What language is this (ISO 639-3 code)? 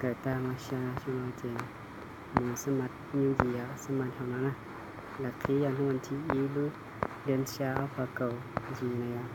hmn